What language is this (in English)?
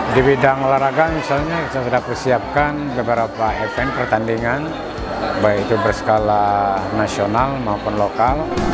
Indonesian